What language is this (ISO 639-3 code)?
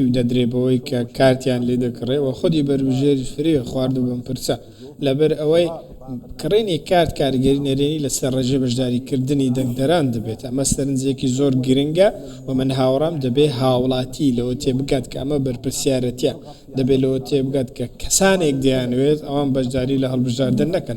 ckb